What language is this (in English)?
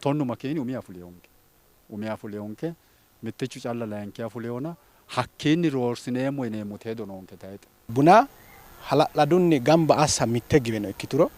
Sidamo